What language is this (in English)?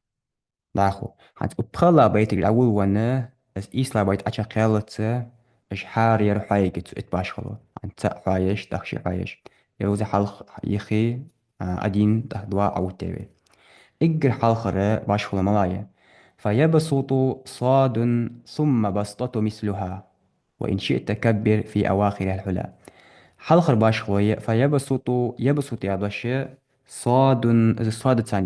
Ingush